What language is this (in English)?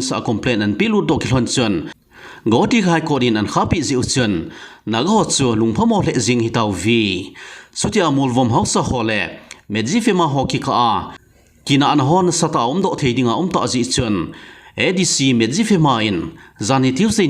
Thado Chin